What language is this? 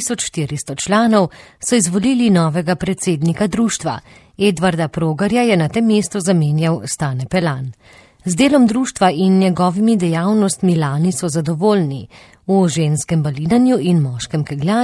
Slovenian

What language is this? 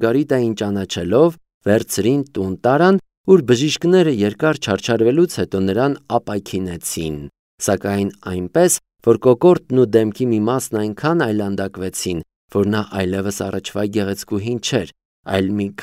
Armenian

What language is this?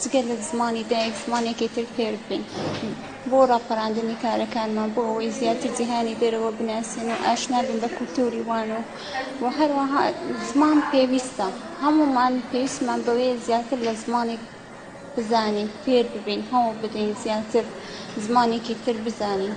Central Kurdish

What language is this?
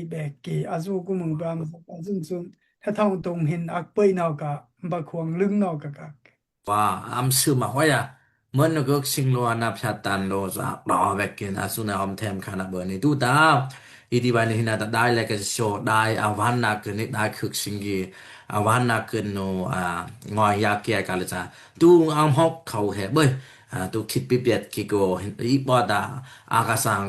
Daai Chin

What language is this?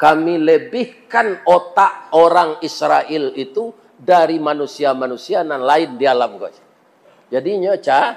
Minangkabau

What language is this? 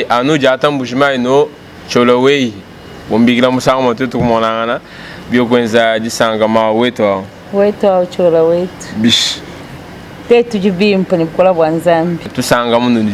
Luba-Lulua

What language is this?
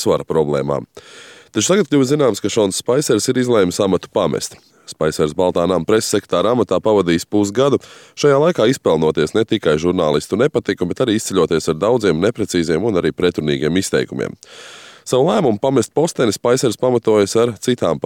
Latvian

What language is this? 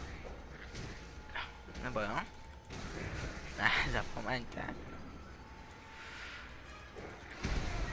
Czech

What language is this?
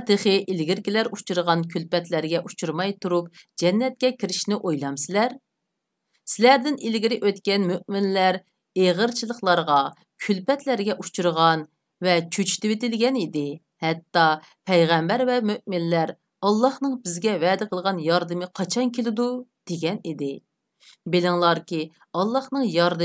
Uyghur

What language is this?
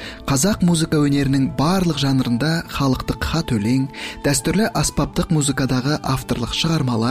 Kazakh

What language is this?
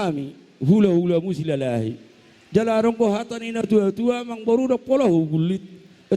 Batak Toba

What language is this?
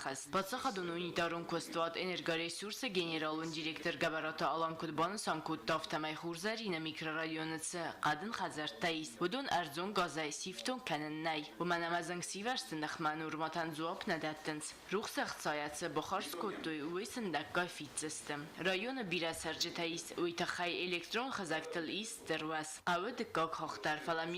Ossetic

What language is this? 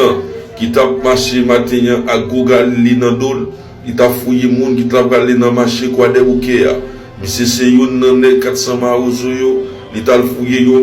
Haitian Creole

